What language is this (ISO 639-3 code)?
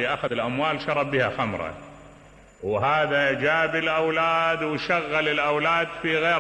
acm